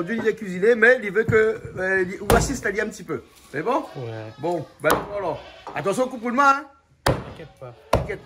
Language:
Réunion Creole French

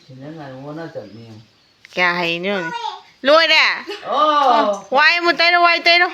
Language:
Manipuri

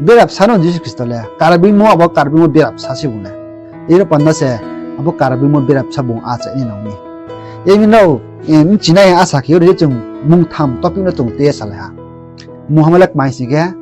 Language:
Riang (India)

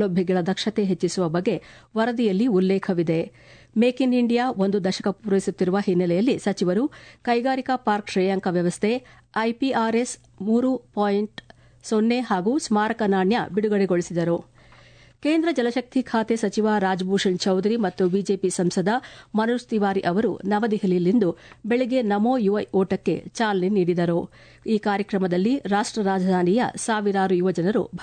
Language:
Kannada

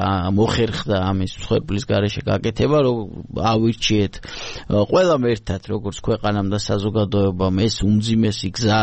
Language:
Georgian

